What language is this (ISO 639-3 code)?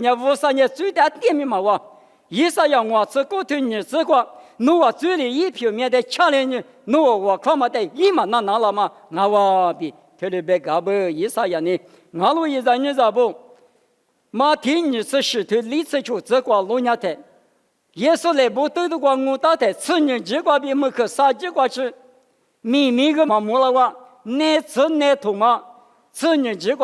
lis